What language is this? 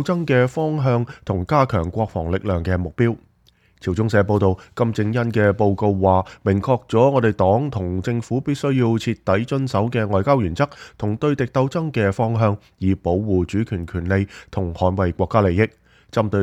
Cantonese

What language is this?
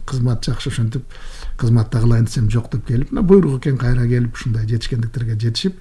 Kyrgyz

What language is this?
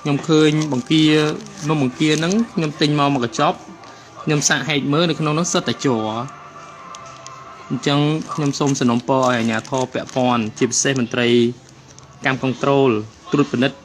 Khmer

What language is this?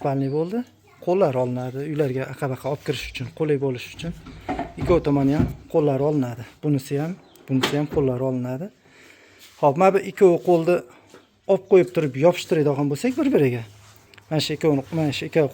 Uzbek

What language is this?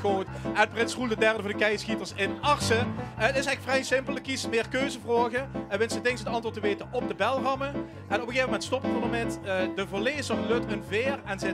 Limburgish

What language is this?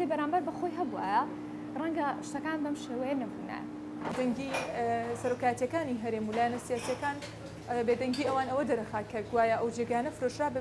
Central Kurdish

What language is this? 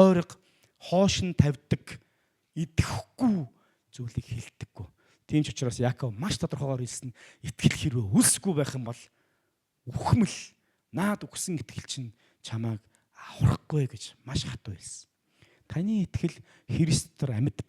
Mongolian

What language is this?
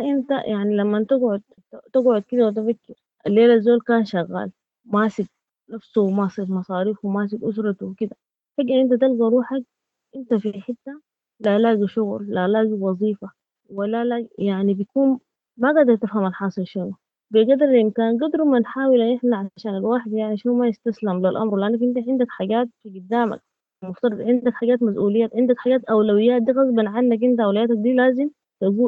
Sudanese Arabic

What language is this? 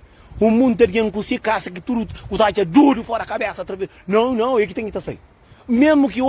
Kabuverdianu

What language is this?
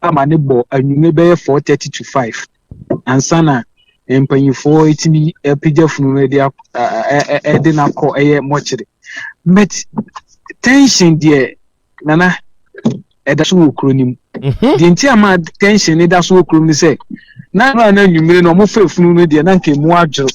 Akan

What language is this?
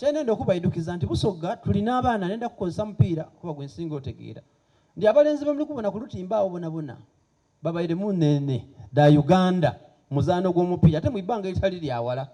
Soga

